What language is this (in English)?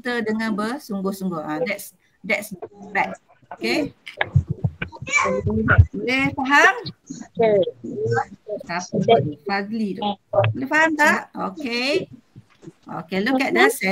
Malay